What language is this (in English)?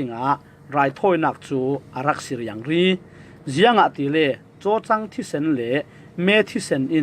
Falam Chin